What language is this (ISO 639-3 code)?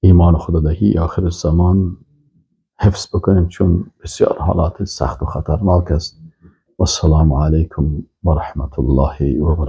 fas